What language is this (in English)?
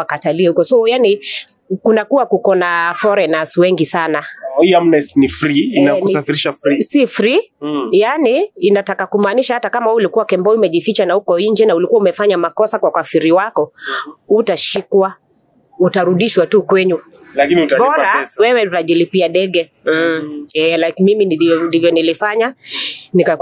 Swahili